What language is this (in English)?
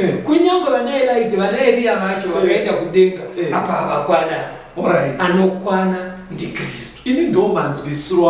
Shona